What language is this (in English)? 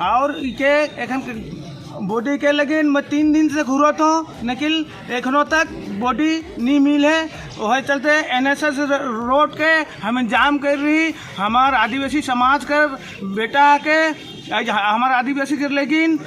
Sadri